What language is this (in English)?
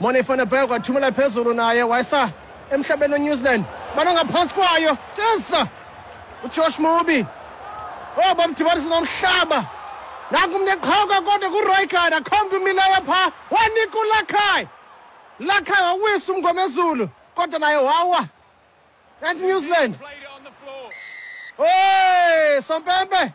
Xhosa